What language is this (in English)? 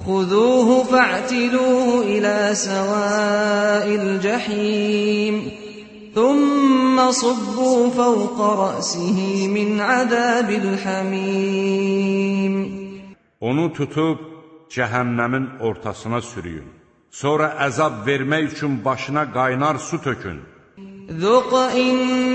Azerbaijani